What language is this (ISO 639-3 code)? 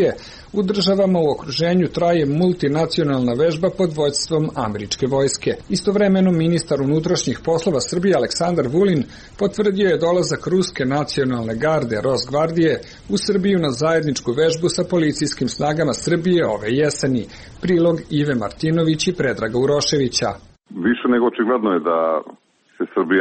srp